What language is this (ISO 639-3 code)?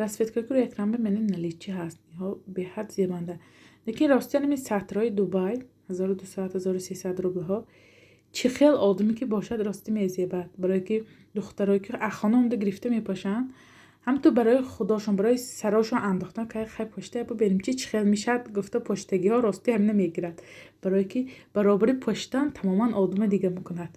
tgk